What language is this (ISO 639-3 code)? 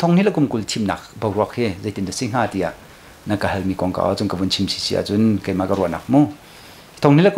cnh